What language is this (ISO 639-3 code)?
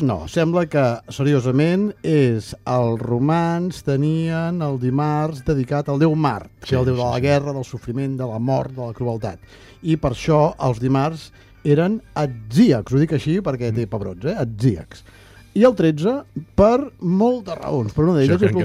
cat